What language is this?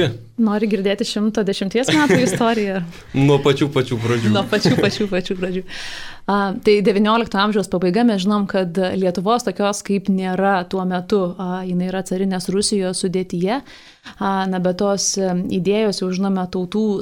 Lithuanian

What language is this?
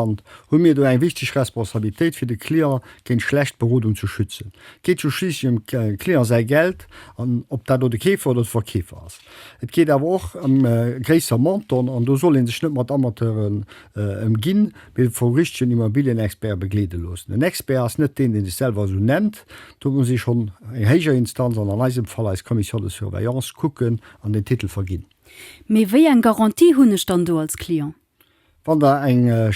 Luxembourgish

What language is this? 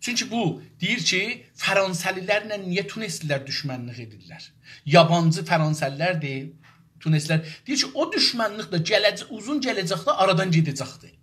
South Azerbaijani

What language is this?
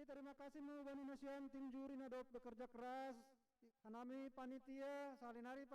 Batak Simalungun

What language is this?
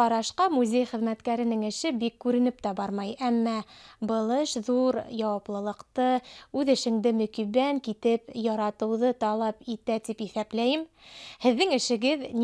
Bashkir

